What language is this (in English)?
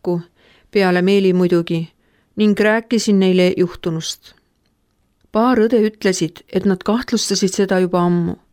Estonian